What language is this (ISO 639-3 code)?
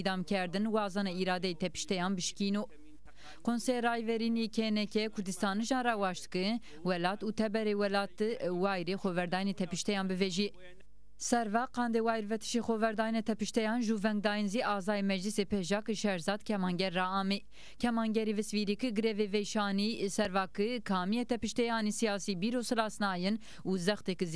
zza